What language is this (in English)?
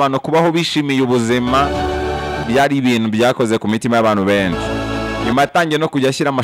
Kinyarwanda